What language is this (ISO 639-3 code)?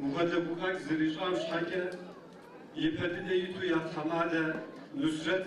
ady